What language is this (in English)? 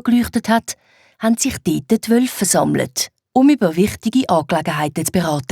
Swiss German